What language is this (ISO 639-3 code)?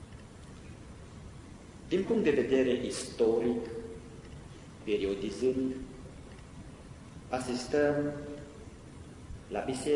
ron